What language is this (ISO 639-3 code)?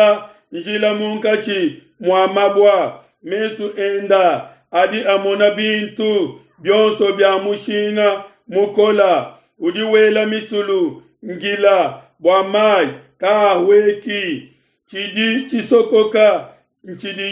lua